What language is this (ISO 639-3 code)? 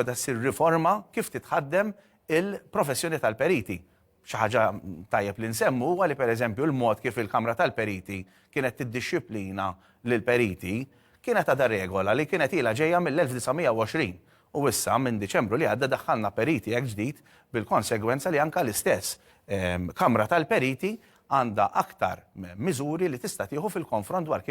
mlt